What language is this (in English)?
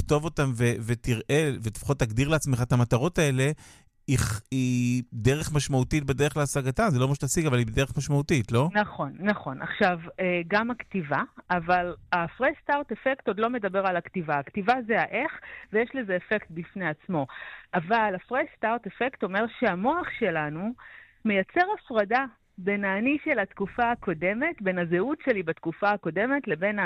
Hebrew